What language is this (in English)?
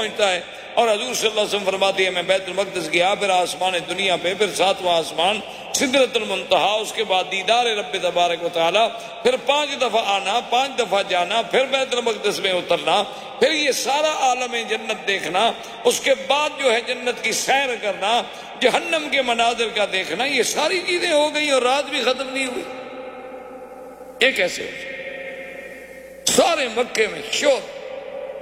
Urdu